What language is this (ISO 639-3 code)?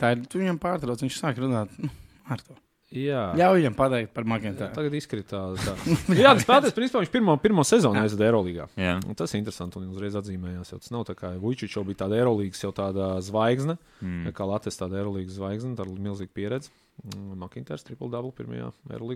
lav